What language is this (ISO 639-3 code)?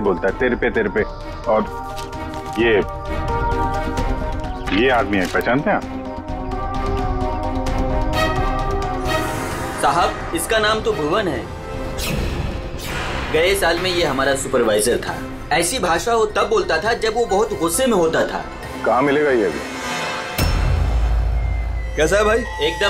hin